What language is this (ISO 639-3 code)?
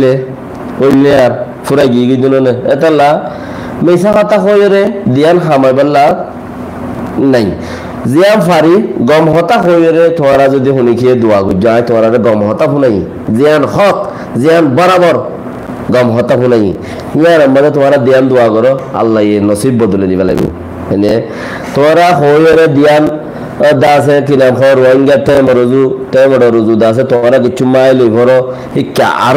rhg